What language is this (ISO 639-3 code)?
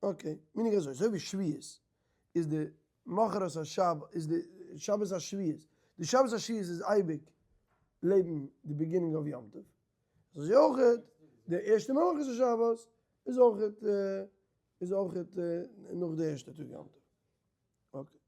yid